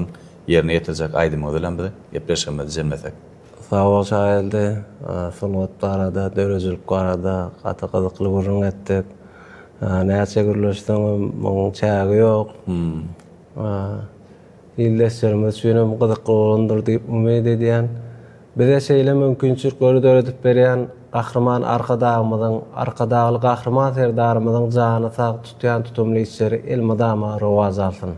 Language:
Turkmen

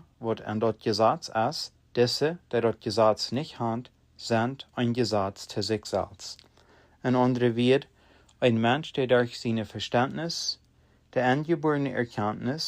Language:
Plautdietsch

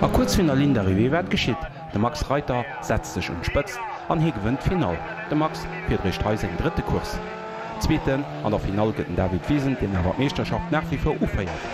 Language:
Luxembourgish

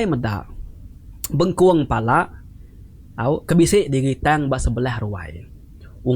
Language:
Iban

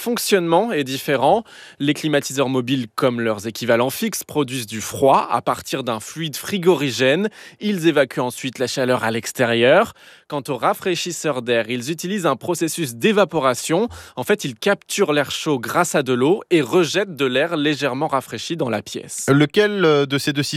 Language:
French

